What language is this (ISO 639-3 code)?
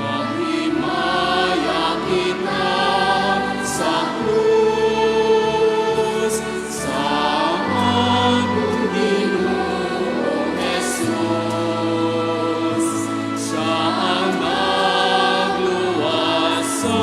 hil